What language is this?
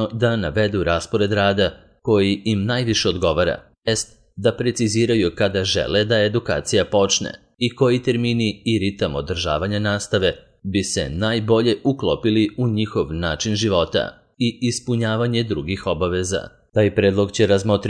Serbian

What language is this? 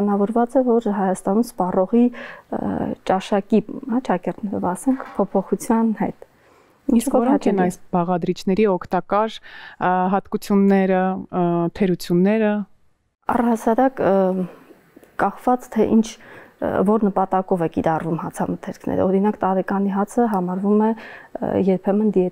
Armenian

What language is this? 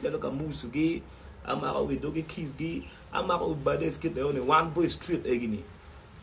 Acoli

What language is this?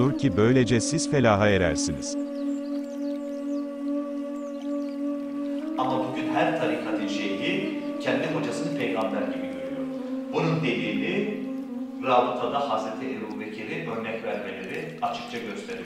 Turkish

